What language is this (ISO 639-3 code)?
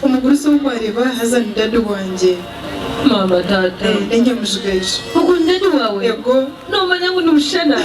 nyn